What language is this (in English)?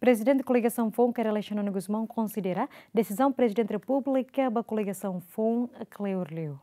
Tetum